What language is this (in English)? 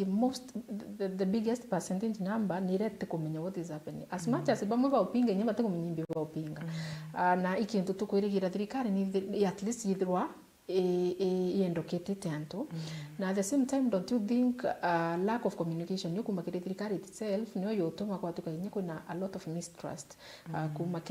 Meru